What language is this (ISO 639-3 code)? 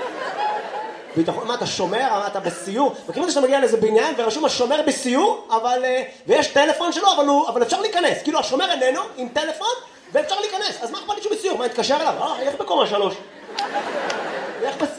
heb